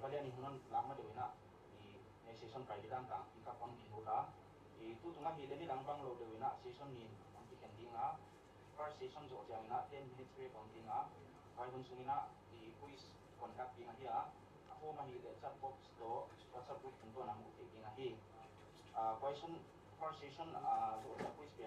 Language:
Paite Chin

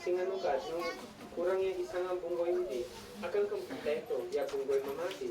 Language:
Isnag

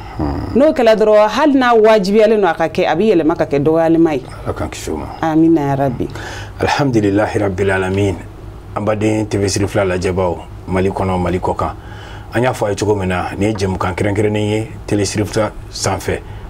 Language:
Bambara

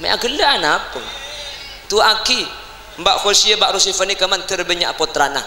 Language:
Madurese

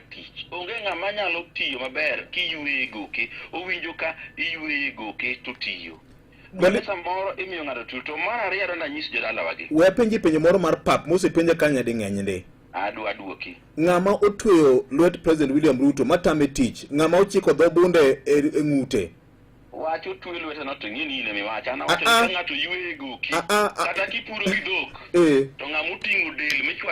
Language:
Luo (Kenya and Tanzania)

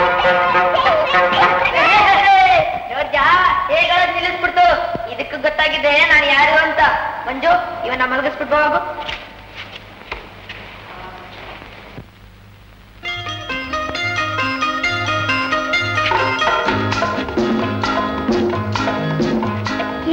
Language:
Kannada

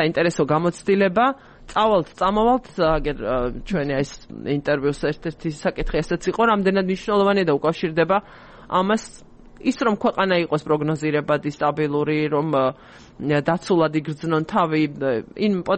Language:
Georgian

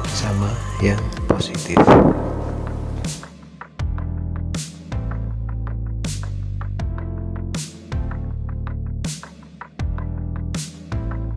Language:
Indonesian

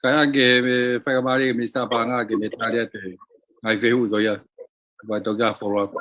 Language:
Tongan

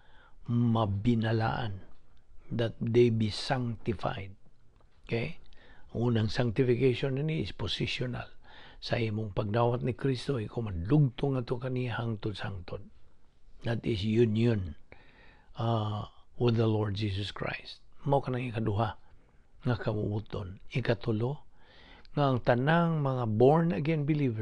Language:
Cebuano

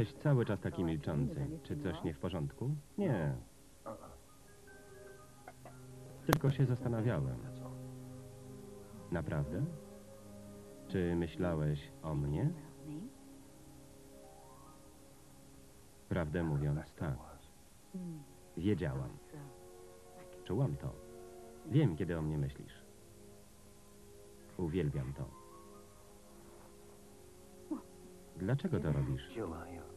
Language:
Polish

